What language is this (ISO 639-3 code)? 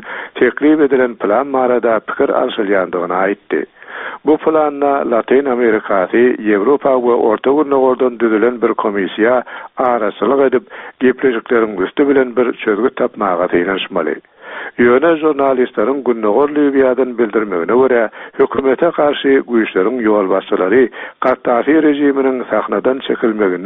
tuk